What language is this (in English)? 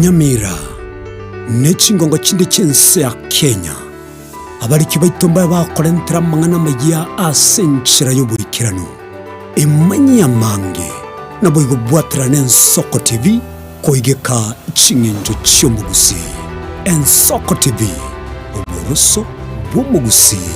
Gusii